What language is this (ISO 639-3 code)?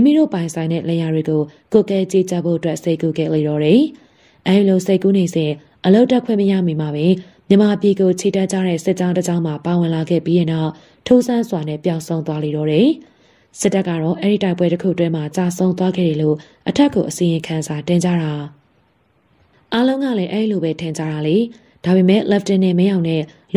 mya